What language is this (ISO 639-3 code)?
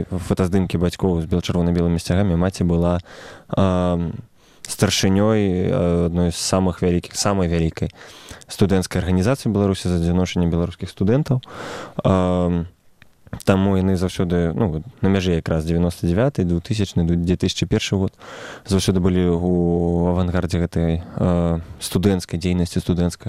bel